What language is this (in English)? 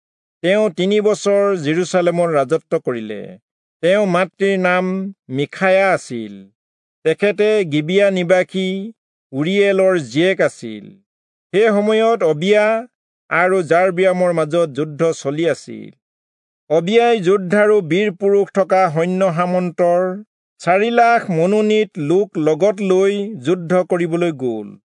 Assamese